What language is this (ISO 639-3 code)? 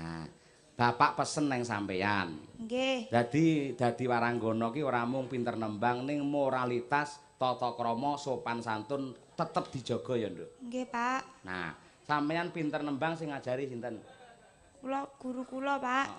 jav